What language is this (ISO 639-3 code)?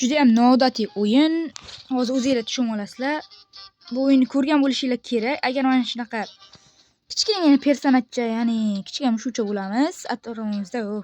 uzb